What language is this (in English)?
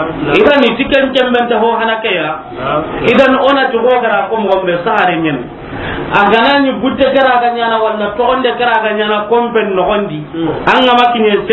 Soninke